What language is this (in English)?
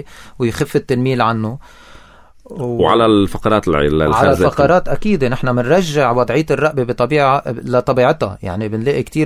North Levantine Arabic